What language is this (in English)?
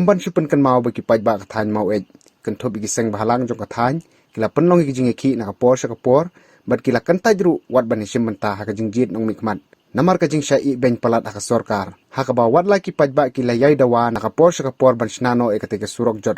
Khasi